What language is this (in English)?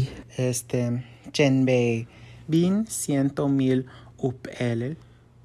Yucateco